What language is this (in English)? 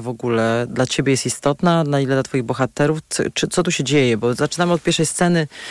Polish